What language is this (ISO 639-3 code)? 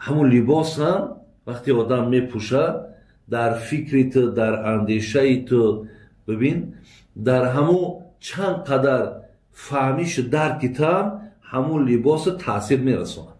tgk